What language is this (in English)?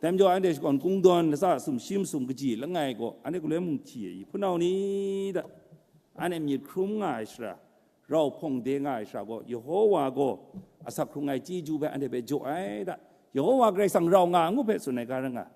Kachin